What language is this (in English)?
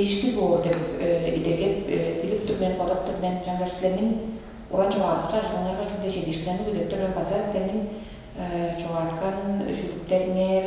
Tuvinian